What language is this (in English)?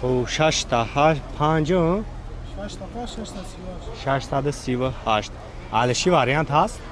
Tajik